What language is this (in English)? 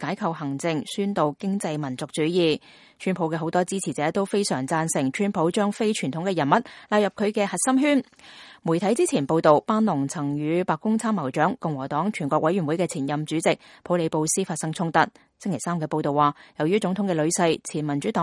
Cantonese